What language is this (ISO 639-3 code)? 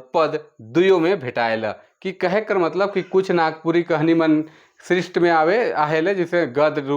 sck